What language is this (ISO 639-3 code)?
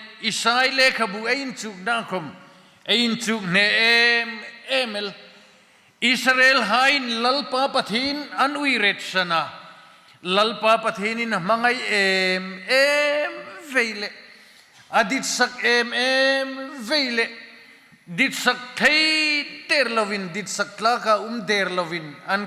hmr